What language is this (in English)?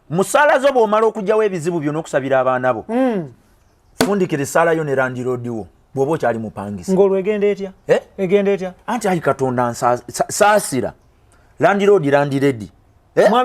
Ganda